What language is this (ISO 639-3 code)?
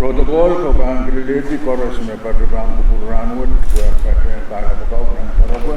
pon